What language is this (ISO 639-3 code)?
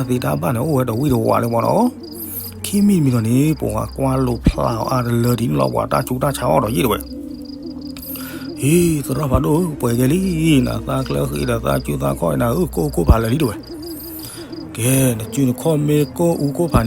ksw